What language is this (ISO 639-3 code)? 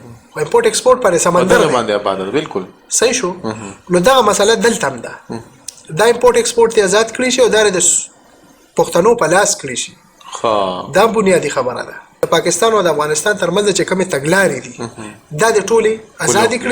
pus